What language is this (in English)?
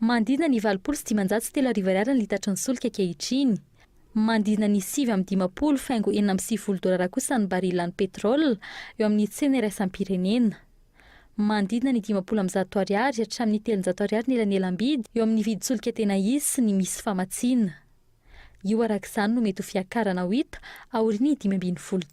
Malagasy